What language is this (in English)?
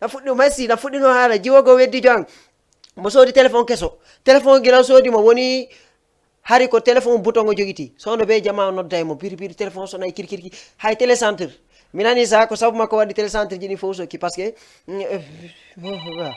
Fula